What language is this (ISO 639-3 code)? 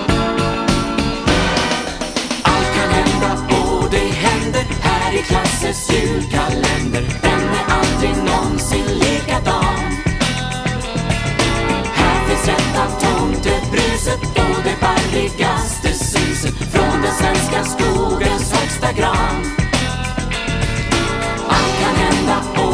swe